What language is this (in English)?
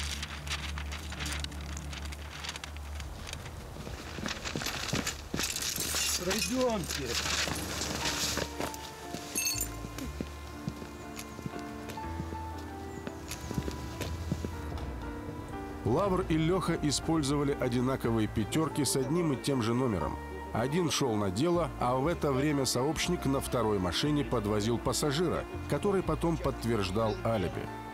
Russian